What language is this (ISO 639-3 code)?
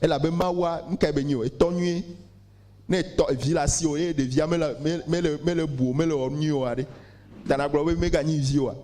ewe